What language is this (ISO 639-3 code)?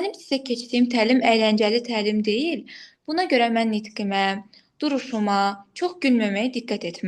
aze